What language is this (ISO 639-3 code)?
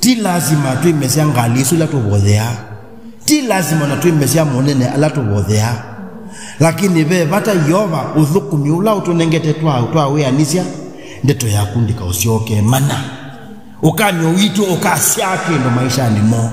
kam